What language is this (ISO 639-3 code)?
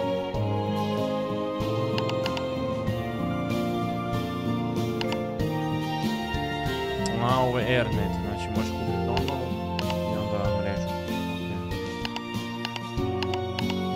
hrv